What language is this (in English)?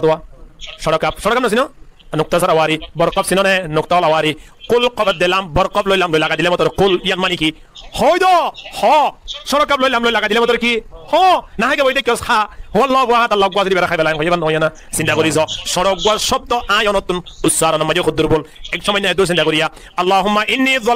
Rohingya